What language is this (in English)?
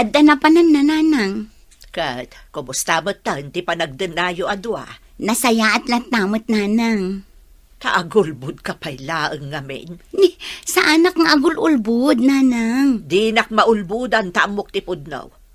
Iloko